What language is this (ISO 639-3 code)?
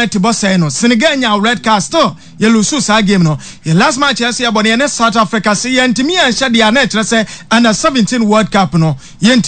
aka